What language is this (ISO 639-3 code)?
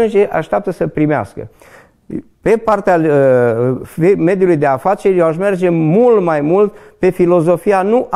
ron